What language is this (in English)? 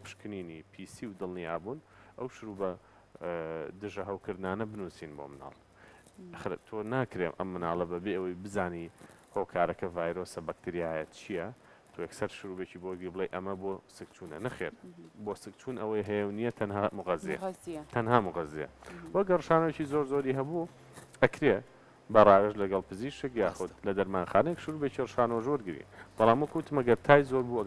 Central Kurdish